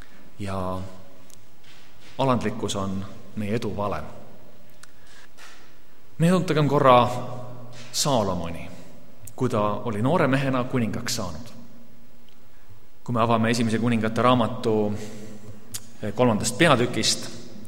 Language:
Estonian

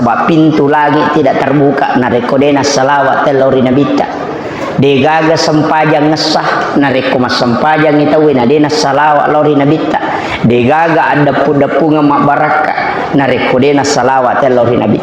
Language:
Buginese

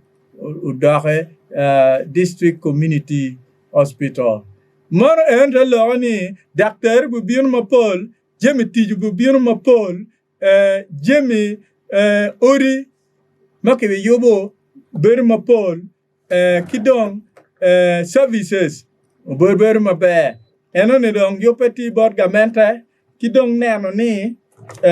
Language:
Acoli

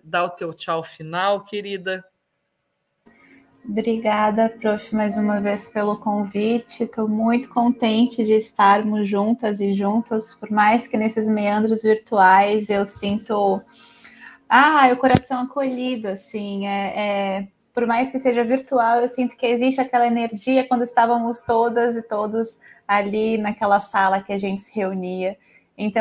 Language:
Portuguese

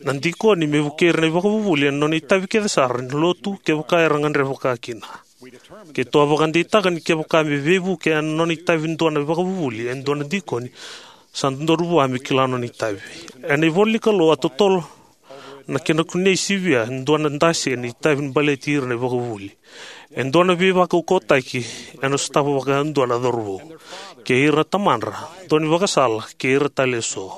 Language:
Fijian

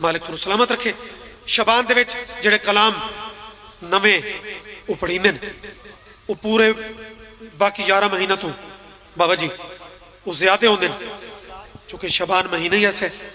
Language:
Pahari-Potwari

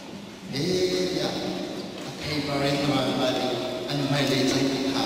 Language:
Hakha Chin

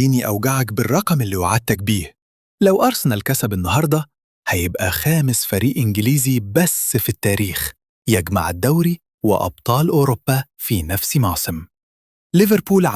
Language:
Egyptian Arabic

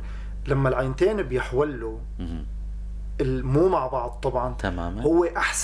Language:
North Levantine Arabic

